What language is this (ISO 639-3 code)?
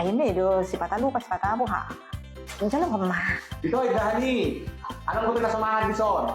bbc